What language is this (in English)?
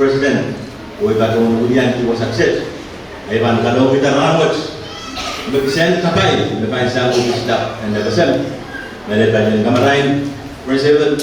Pohnpeian